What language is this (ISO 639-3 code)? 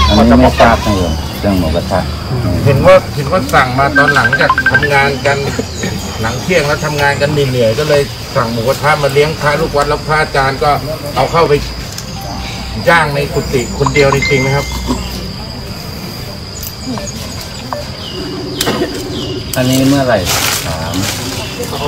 tha